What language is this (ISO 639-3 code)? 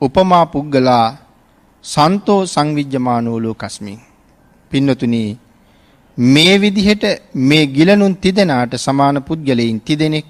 sin